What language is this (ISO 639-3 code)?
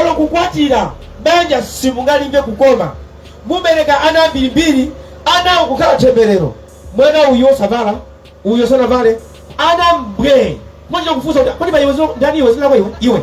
nya